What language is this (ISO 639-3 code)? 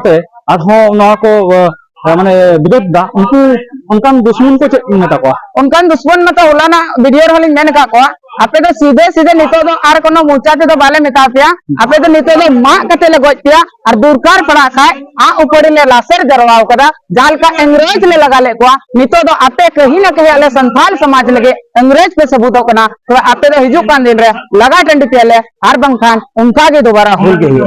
sat